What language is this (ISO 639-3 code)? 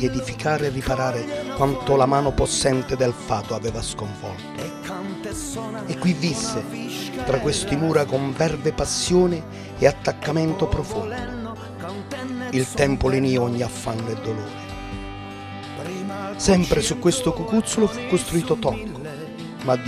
ita